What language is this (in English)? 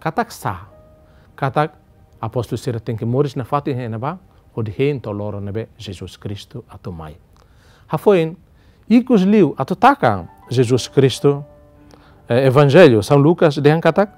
Tetum